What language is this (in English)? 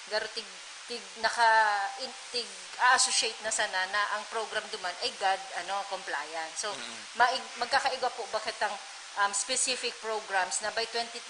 Bikol